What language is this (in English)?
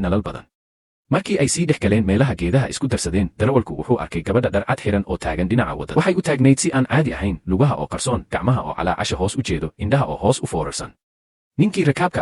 Somali